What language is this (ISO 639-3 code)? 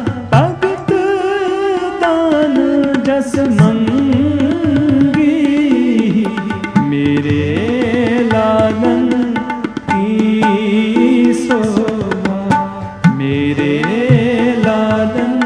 hin